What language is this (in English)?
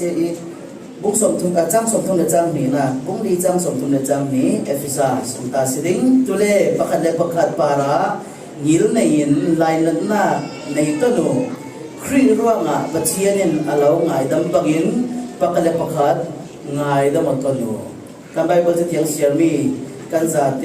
Falam Chin